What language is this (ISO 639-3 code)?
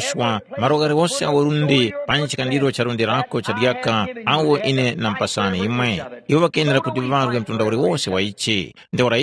tum